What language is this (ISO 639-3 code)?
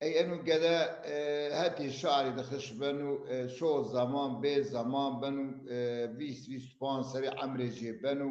zza